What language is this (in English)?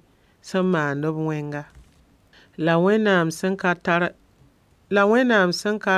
Mossi